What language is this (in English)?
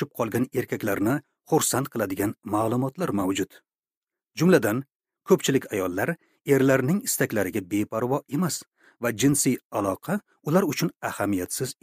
Uzbek